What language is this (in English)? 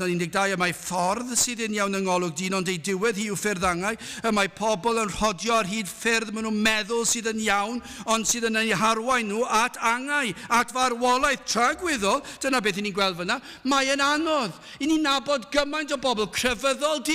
Welsh